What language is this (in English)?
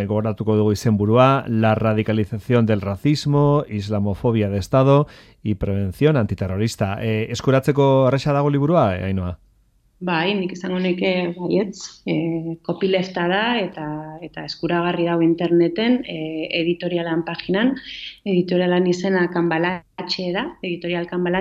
Basque